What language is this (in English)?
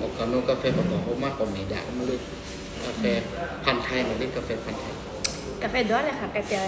Lahu